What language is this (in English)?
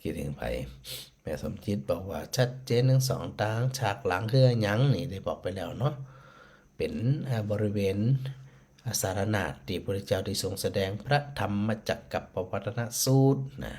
Northern Thai